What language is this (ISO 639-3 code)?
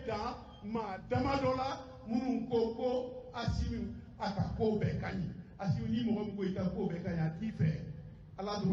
bam